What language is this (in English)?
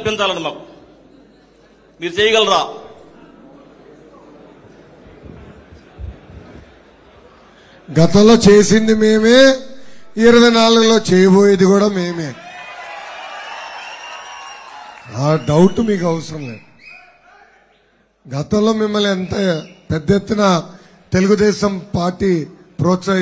Telugu